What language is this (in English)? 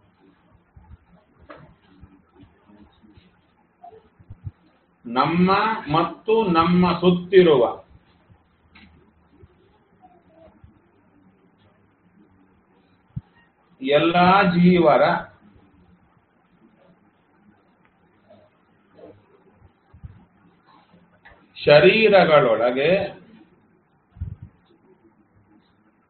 Kannada